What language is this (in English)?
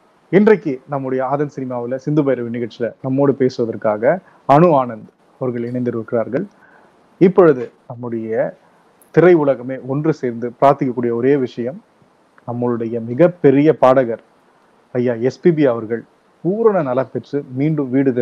Tamil